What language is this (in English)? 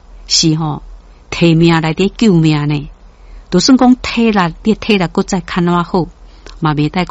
Min Nan Chinese